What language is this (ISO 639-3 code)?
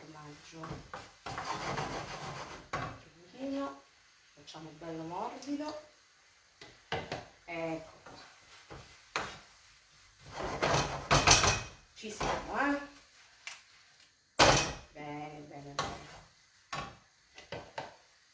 ita